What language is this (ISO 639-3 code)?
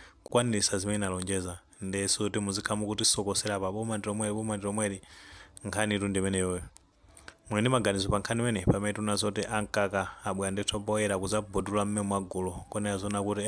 nya